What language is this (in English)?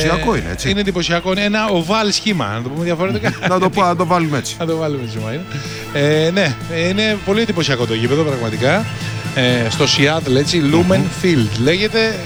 Greek